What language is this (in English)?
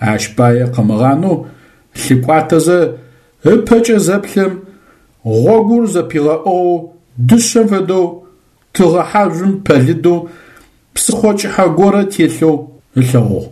Adyghe